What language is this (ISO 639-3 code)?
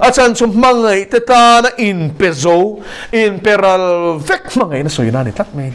lus